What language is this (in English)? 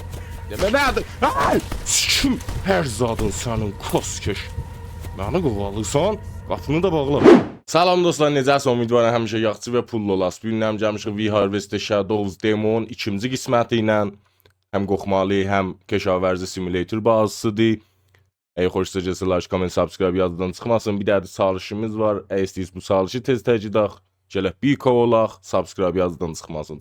South Azerbaijani